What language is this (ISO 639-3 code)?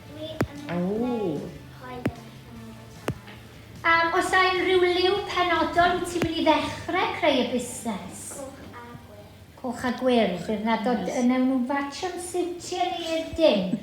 cym